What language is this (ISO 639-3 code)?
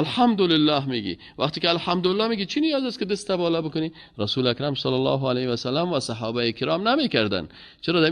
fas